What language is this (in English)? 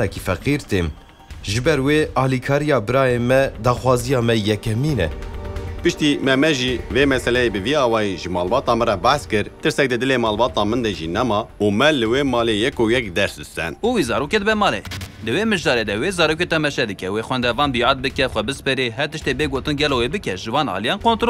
Kurdish